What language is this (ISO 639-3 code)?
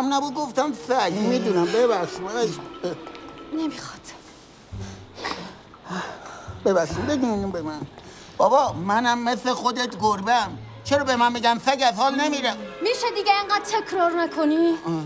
fas